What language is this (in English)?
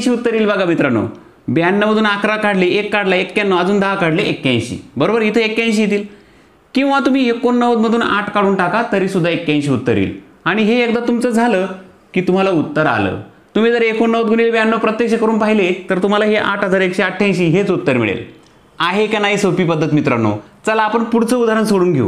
Marathi